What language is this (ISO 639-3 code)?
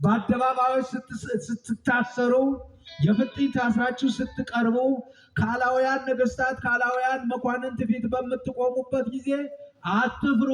amh